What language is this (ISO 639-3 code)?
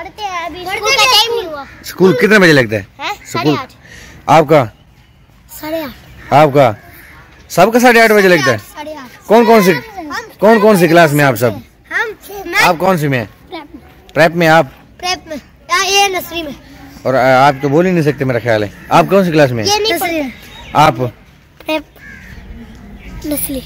hin